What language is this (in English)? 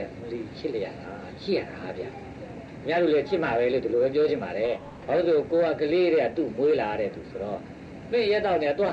Burmese